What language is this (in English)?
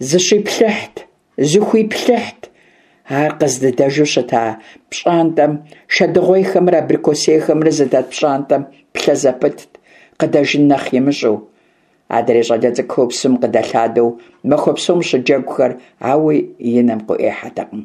Kabardian